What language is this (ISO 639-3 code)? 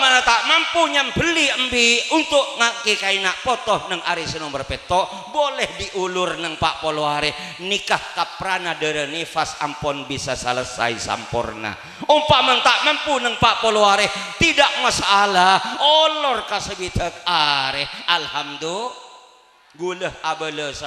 mad